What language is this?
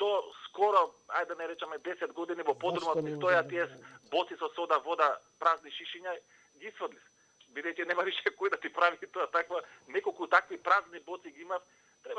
Macedonian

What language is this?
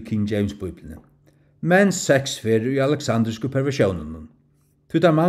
Faroese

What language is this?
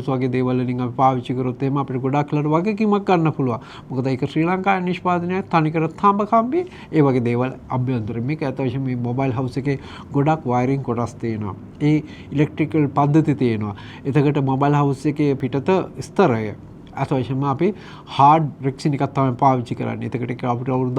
Sinhala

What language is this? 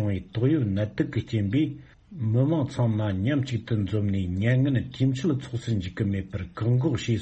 Tibetan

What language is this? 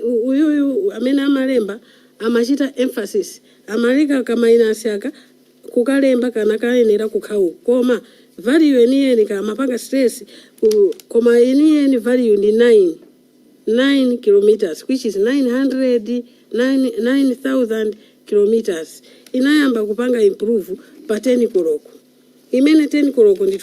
Nyanja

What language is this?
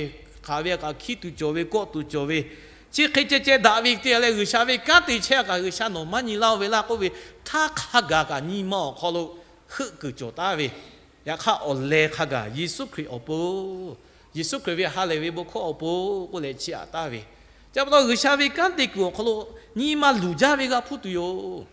Lahu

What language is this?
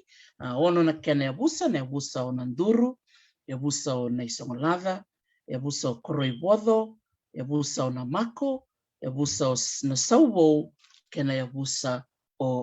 Fijian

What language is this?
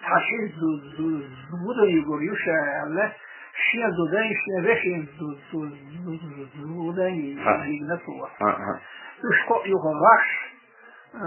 Chechen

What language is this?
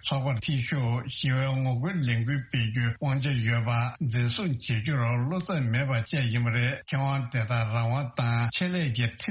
Tibetan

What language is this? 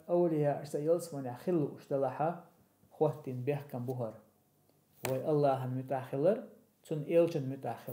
Chechen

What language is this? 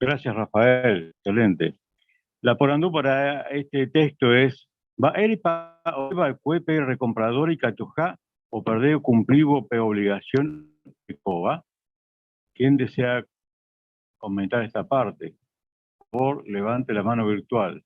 Guarani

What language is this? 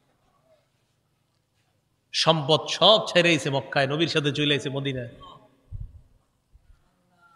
Bangla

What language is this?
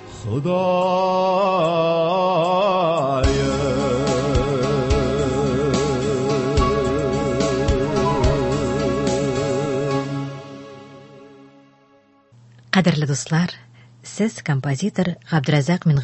Tatar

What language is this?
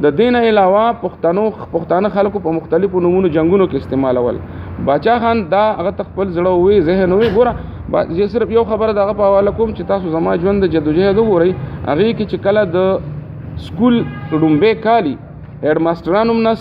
Pashto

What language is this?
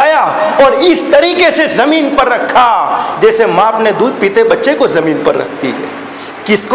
Urdu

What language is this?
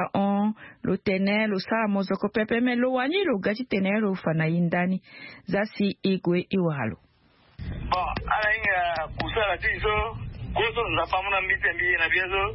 Sango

